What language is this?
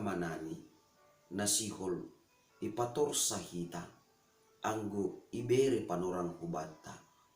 Batak Simalungun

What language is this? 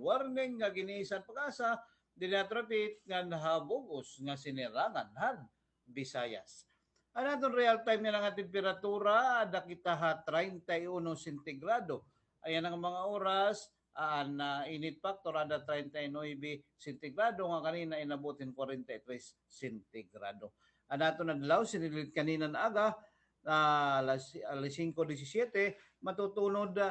Waray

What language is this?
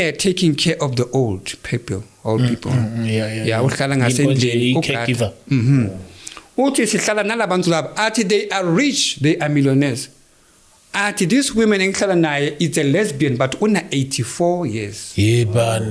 Zulu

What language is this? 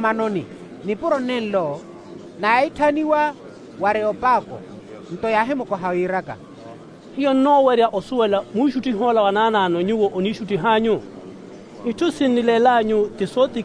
Makhuwa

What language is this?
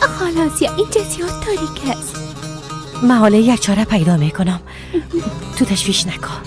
Persian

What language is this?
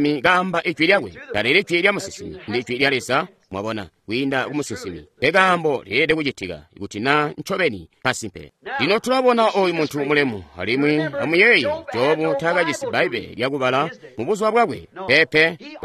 Tonga (Zambia)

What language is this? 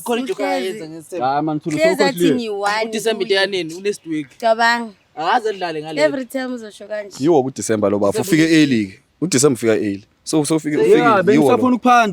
Zulu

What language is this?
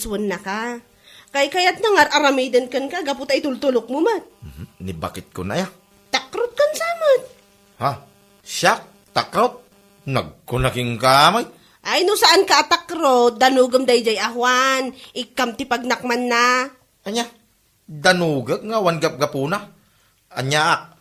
Iloko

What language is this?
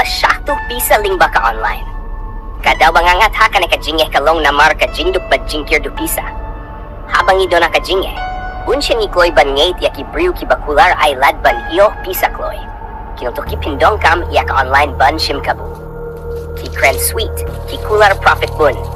Khasi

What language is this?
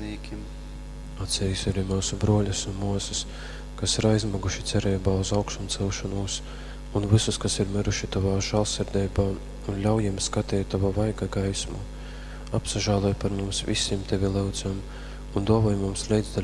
Latgalian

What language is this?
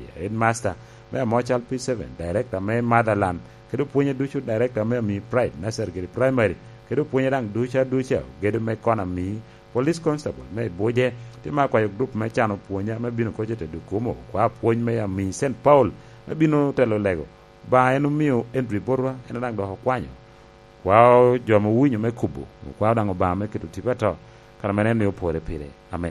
Lango (Uganda)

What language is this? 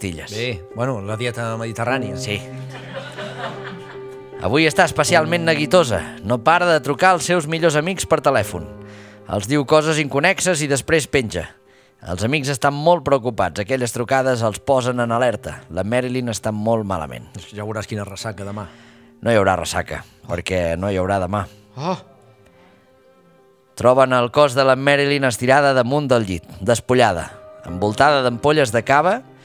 Catalan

